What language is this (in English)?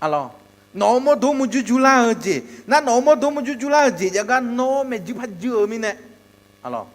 Akha